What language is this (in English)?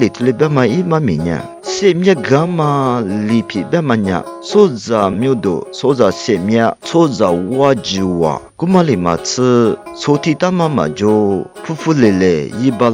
Lisu